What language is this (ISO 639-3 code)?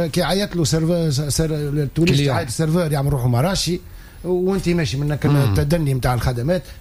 aeb